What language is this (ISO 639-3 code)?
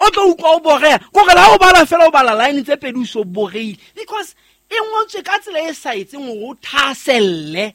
sot